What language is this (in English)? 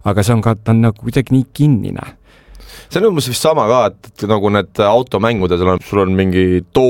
Estonian